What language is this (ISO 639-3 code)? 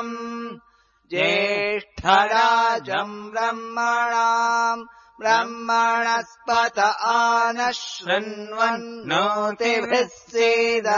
san